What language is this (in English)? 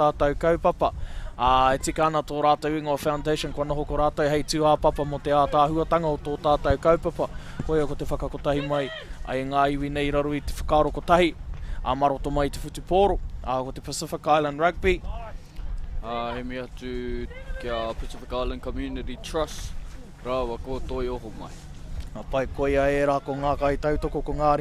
Māori